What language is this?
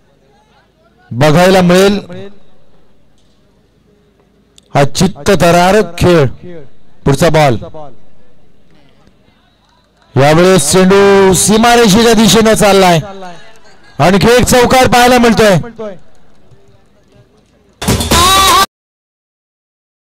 Marathi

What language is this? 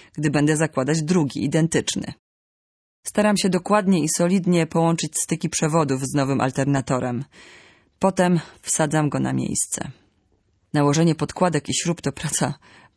Polish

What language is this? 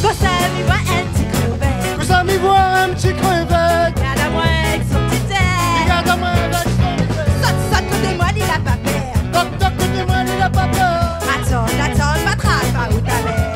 Réunion Creole French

